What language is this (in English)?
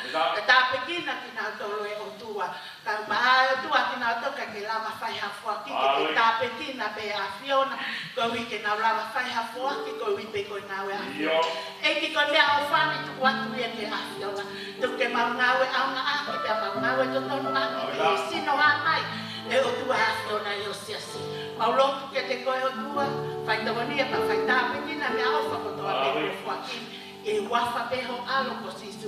Tongan